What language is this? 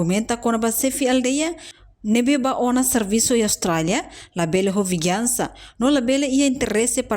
Tetum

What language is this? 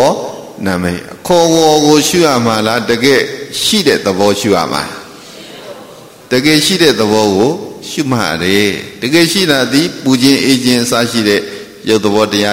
Burmese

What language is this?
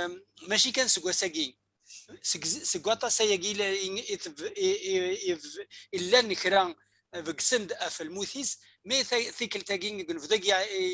Kabyle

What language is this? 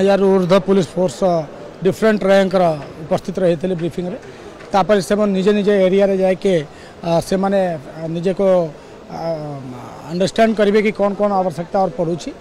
Odia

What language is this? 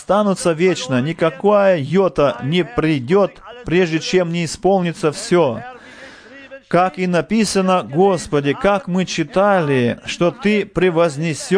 Russian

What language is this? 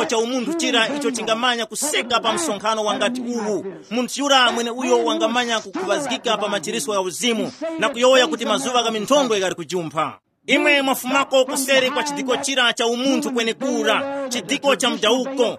Tumbuka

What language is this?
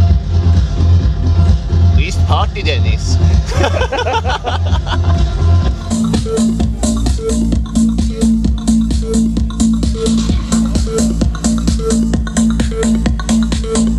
Swedish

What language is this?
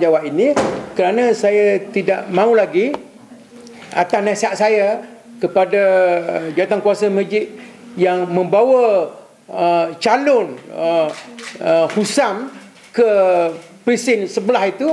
Malay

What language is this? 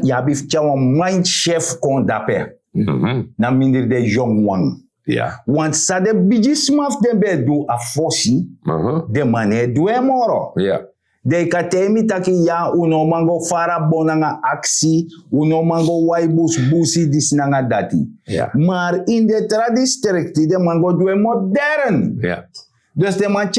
Sranan Tongo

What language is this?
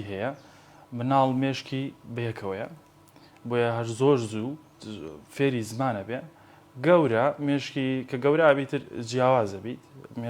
Central Kurdish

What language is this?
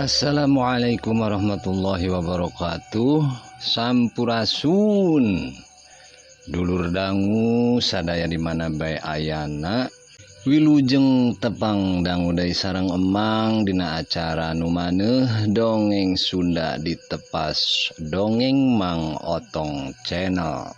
Sundanese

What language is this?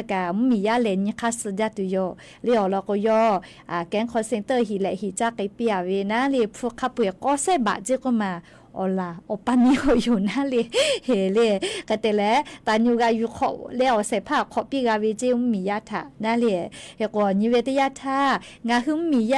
Lahu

